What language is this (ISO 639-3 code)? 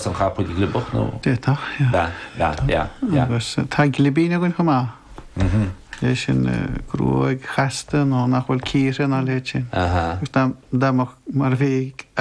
gle